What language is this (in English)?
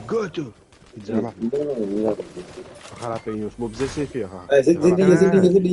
Morisyen